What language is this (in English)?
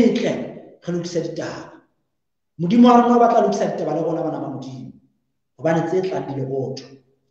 Southern Sotho